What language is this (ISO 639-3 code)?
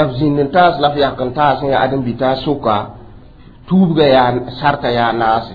mos